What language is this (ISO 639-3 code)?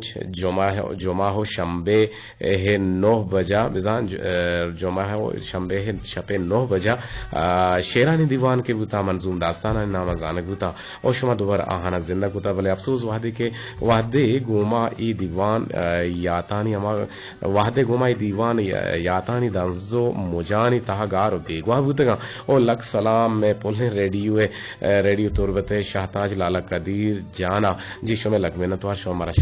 bgp